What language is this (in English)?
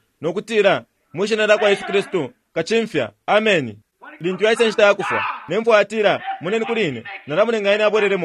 Bemba